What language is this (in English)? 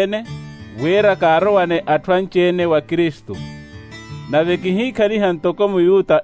Makhuwa